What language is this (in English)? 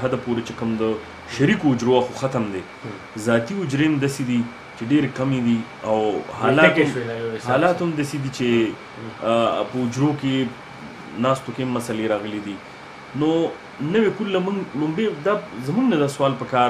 Pashto